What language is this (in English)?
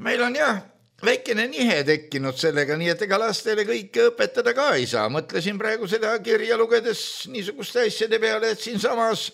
Estonian